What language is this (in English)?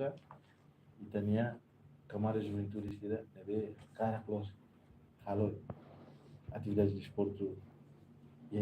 Tetum